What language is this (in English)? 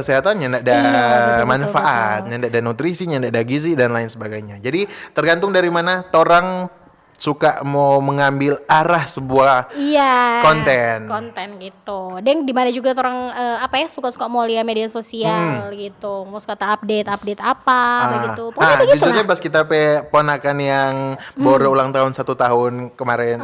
Manado Malay